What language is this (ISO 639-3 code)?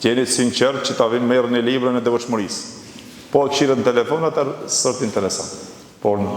sqi